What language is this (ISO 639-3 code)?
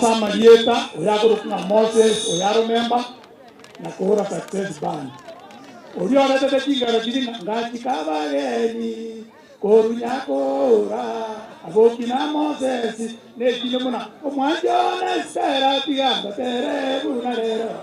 guz